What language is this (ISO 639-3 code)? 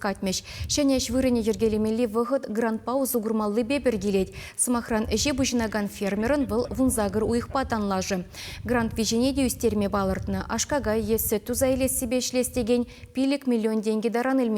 chv